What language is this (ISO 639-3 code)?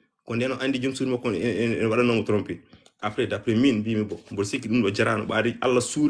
ful